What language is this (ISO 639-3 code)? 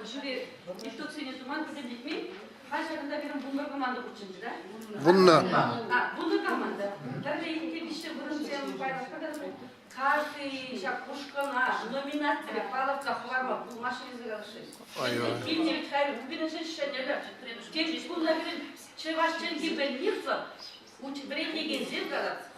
chv